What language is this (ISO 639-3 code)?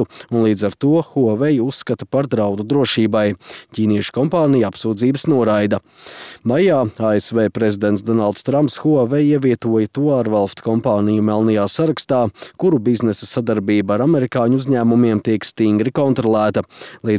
lav